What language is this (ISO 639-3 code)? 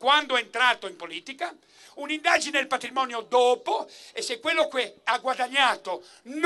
ita